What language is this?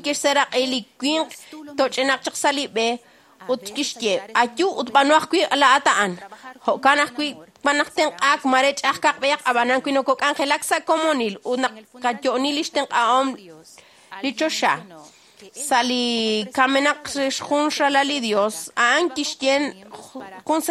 Kekchí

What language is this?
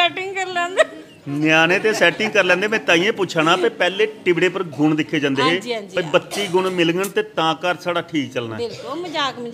Dogri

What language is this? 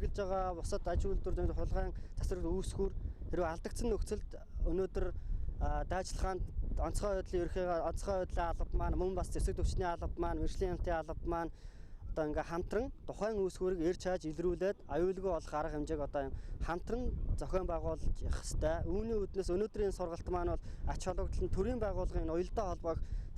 Mongolian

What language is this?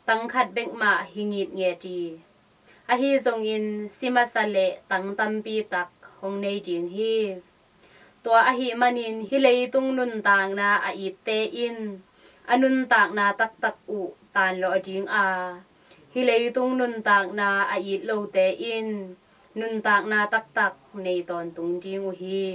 Tedim Chin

